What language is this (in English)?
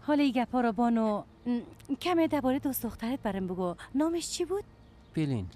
Persian